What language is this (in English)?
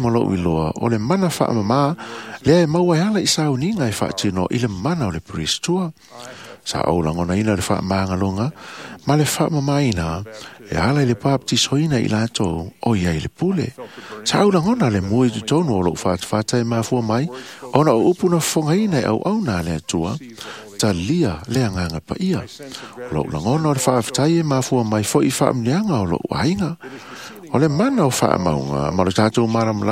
Samoan